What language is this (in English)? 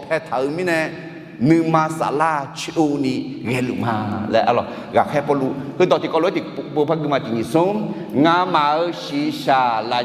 Akha